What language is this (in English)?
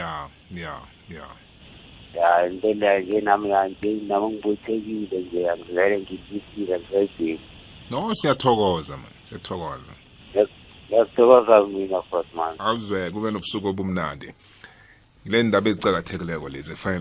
South Ndebele